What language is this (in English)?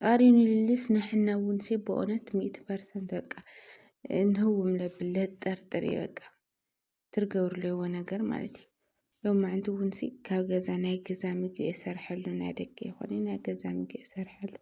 Tigrinya